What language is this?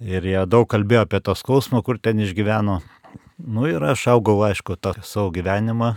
Lithuanian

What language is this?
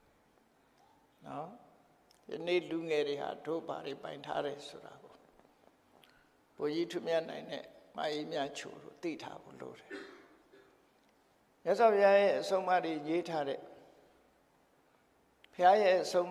Burmese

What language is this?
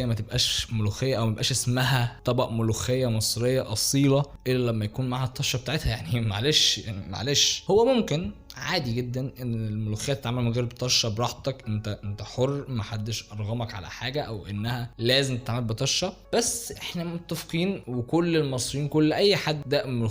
Egyptian Arabic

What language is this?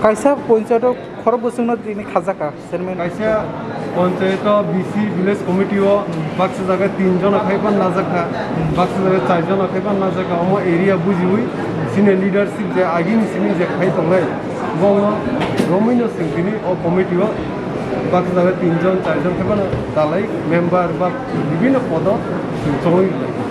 Kok Borok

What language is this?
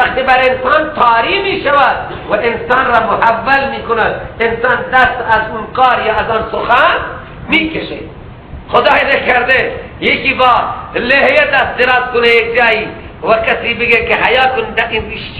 Persian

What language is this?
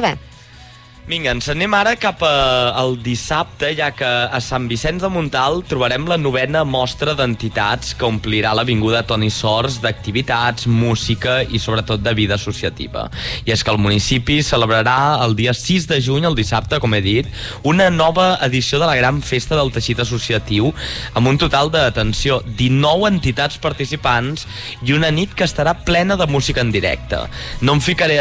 Catalan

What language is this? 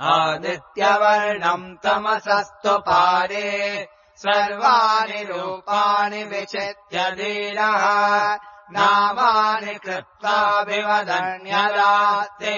Sanskrit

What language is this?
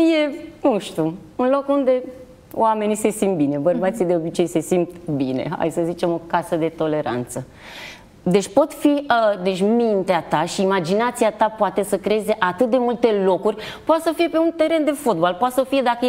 Romanian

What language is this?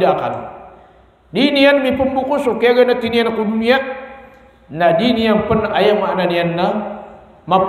Maranao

